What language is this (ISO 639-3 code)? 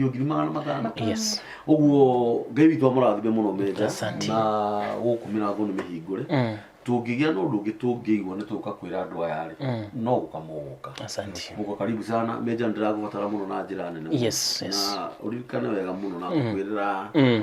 kik